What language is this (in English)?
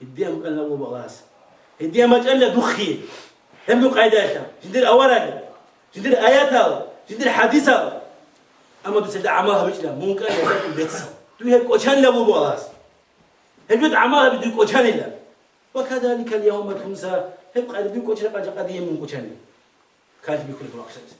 Avaric